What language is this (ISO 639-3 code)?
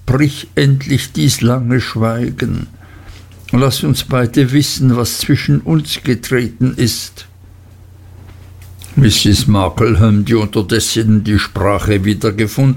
deu